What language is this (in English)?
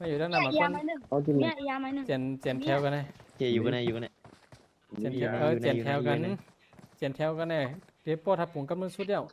Shan